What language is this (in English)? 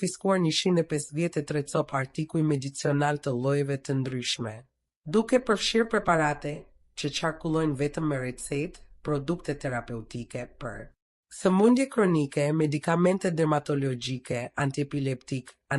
Albanian